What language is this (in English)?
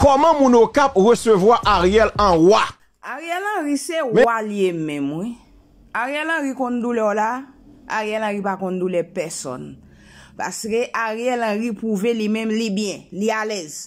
Haitian Creole